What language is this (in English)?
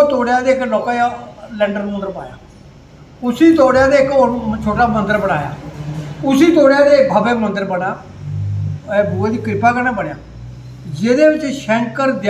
Dogri